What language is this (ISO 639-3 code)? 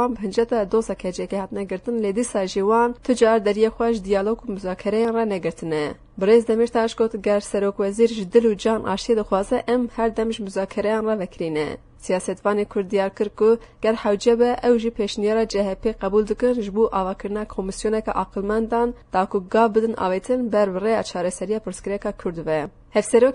kur